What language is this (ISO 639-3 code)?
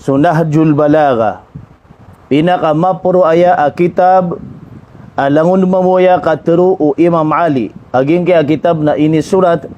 mrw